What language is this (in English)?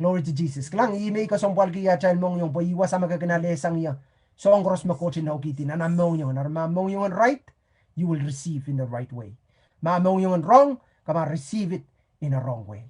Pohnpeian